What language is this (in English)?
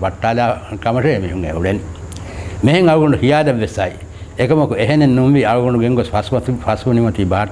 Divehi